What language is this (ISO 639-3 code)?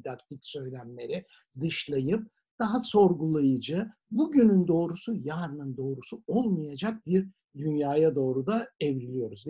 tur